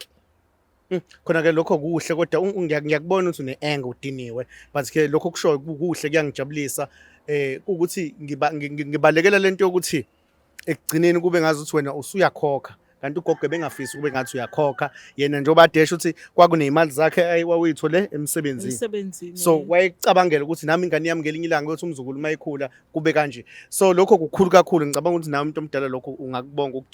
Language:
Zulu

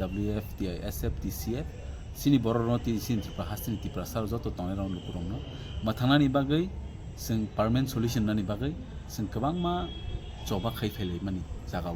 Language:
Kok Borok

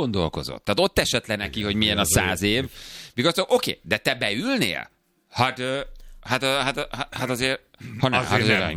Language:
Hungarian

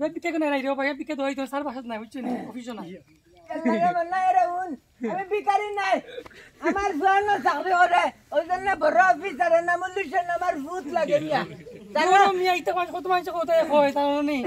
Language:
Sylheti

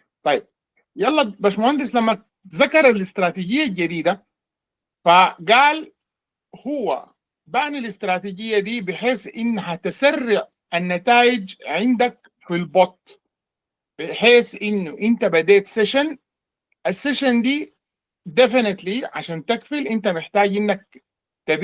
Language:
Sudanese Arabic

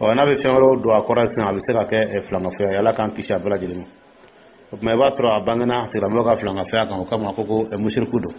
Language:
Dyula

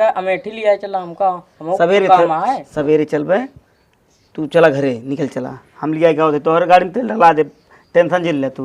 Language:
Awadhi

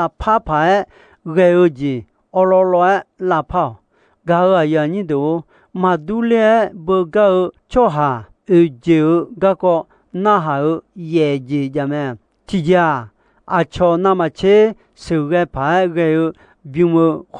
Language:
Akha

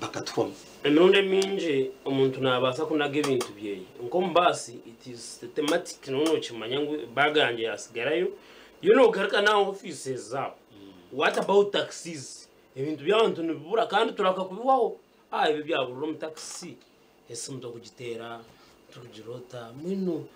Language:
Nyankole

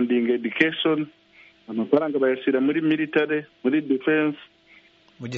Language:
Kinyarwanda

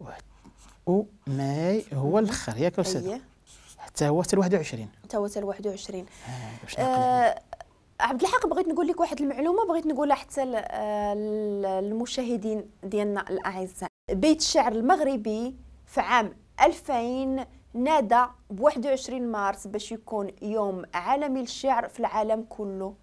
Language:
Moroccan Arabic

